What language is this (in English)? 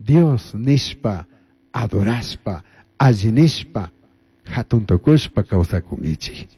Chimborazo Highland Quichua